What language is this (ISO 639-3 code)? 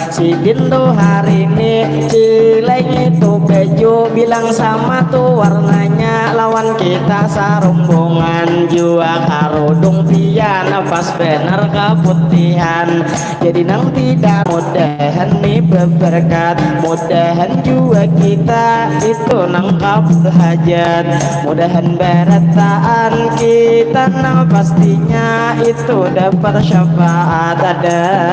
bjn